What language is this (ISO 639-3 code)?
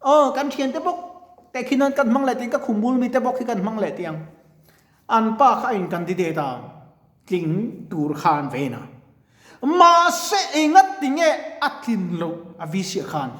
lus